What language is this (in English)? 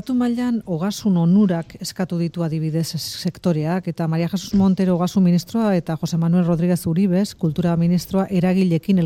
Basque